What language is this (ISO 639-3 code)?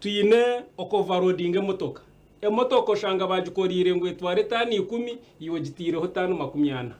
nyn